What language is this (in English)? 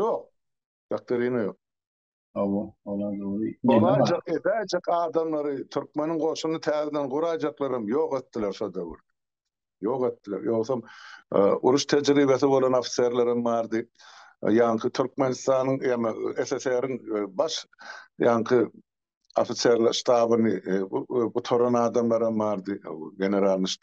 Turkmen